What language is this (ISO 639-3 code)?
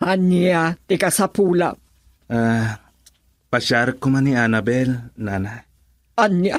ilo